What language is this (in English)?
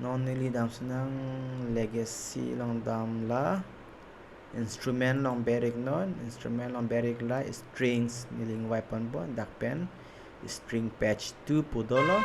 Karbi